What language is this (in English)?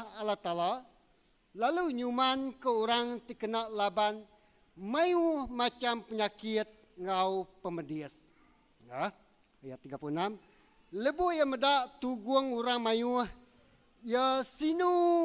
Iban